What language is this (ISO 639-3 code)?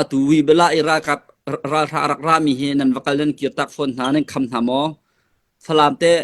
cnh